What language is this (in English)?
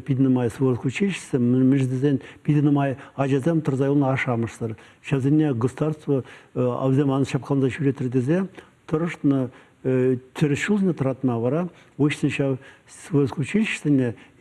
Chuvash